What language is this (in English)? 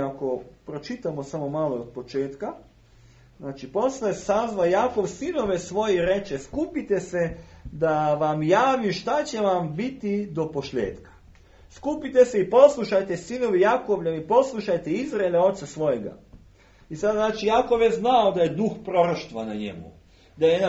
Serbian